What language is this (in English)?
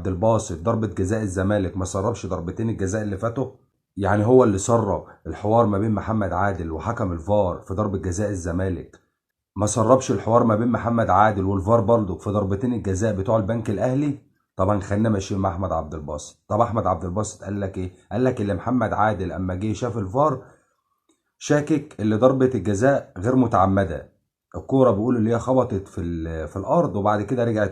Egyptian Arabic